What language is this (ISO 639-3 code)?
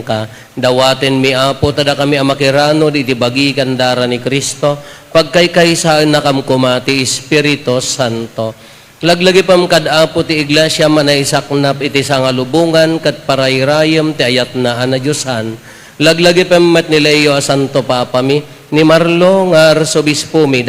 ilo